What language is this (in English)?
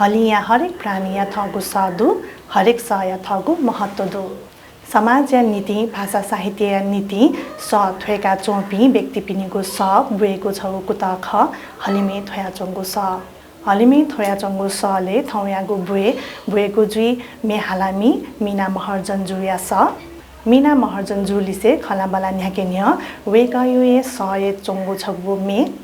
Newari